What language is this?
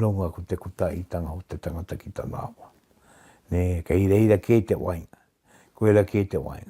Māori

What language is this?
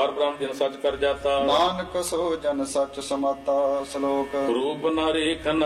Punjabi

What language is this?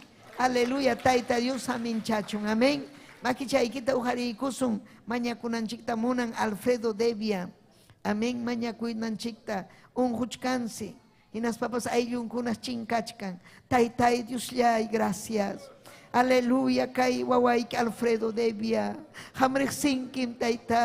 Ayacucho Quechua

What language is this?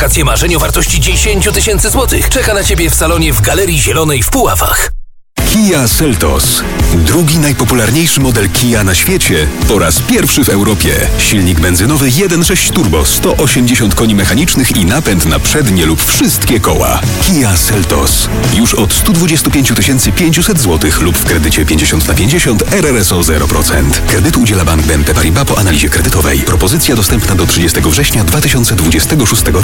Polish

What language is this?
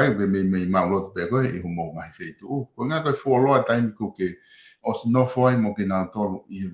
Tongan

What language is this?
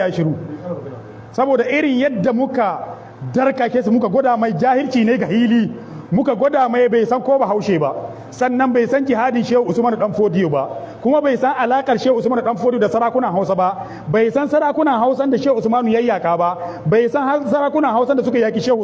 Hausa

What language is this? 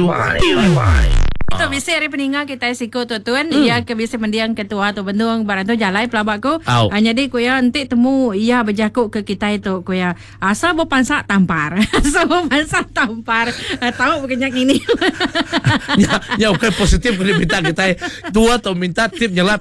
Iban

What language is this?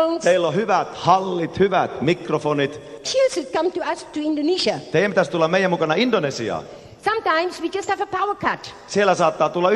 Finnish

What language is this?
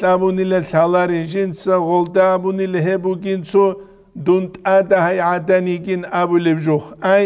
Avaric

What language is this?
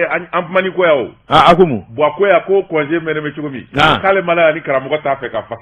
Bambara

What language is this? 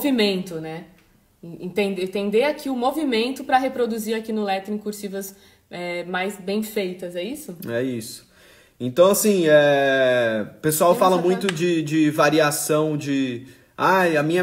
Portuguese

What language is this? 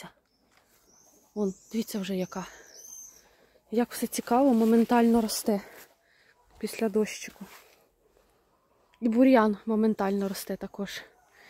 Ukrainian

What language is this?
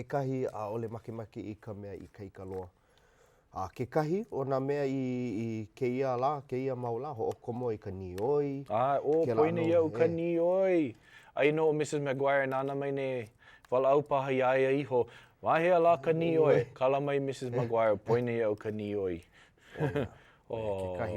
Hawaiian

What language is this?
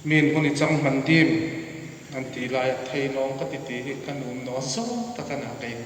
Hmar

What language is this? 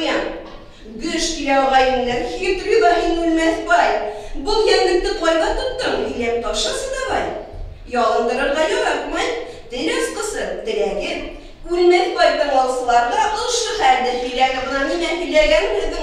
Bashkir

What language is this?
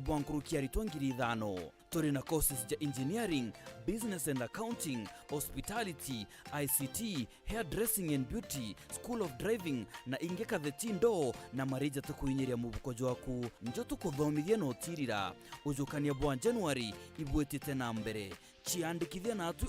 Meru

